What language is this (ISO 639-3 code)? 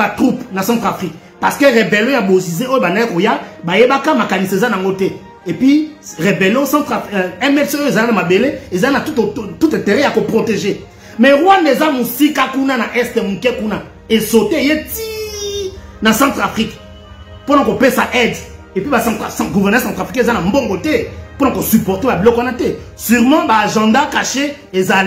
lin